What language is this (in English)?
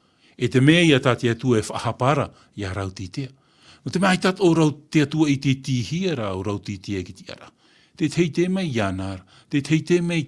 Tahitian